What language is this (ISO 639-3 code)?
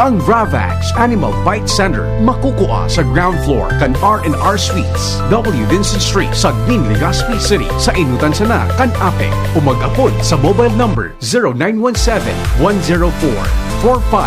bik